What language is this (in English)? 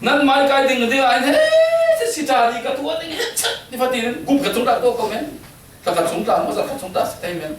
Falam Chin